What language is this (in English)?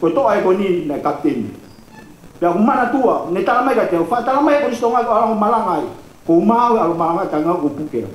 Tongan